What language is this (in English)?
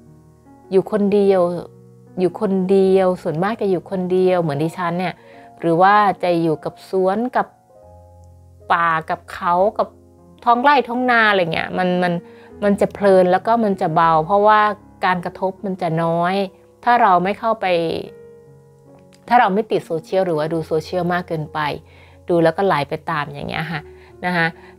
Thai